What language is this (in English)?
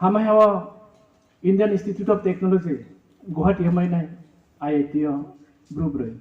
Riang (India)